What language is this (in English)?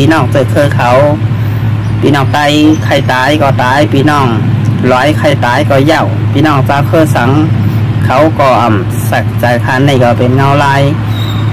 Shan